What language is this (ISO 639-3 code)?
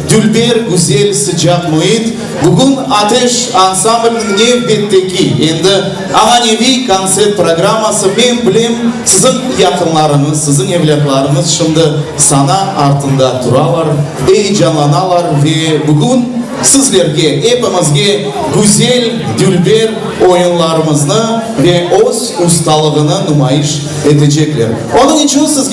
crh